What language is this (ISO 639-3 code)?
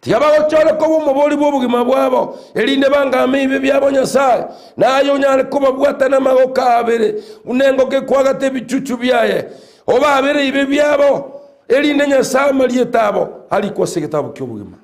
guz